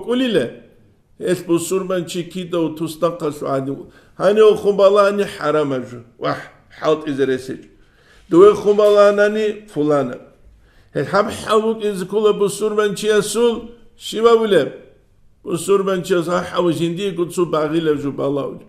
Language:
Avaric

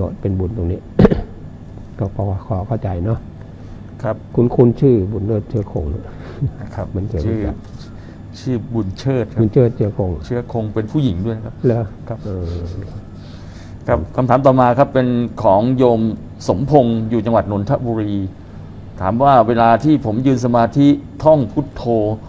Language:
Thai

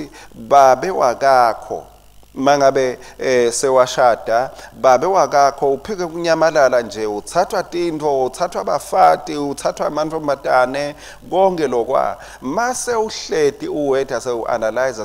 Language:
Swati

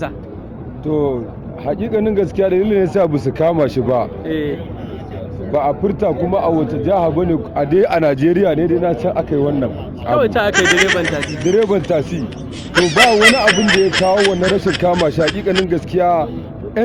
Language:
Hausa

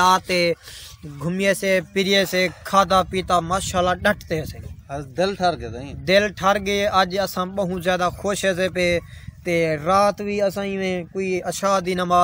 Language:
Saraiki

